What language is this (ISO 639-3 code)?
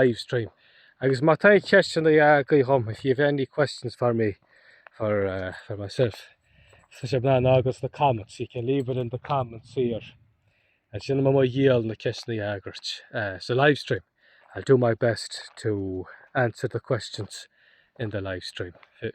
gle